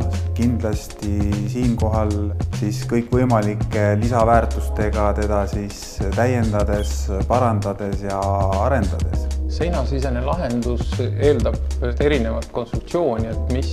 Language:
Estonian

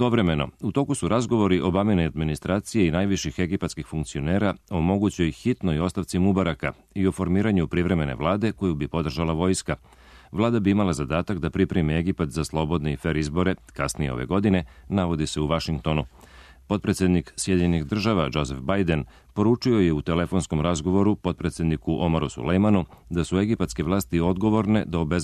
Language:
Serbian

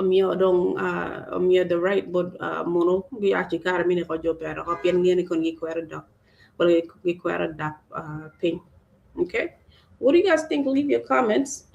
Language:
Acoli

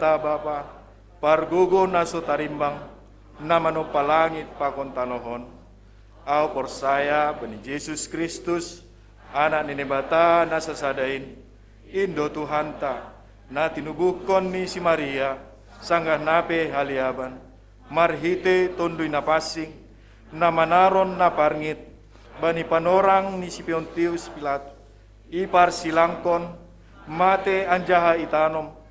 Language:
Batak Simalungun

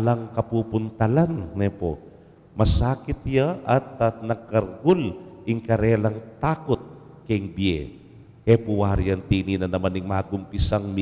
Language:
Pampanga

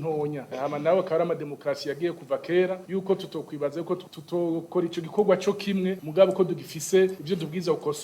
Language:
Rundi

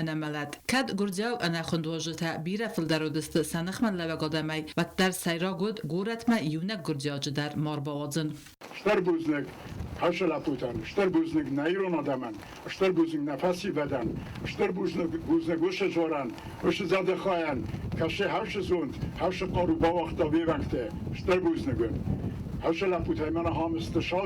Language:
Ossetic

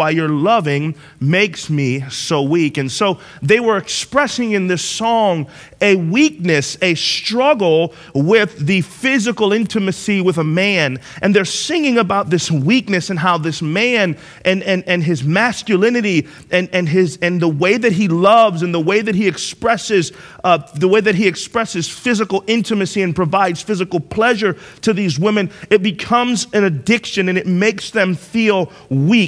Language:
English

